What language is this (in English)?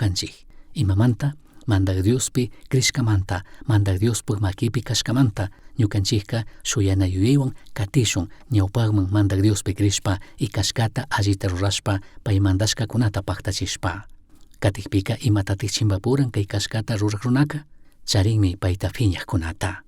Chimborazo Highland Quichua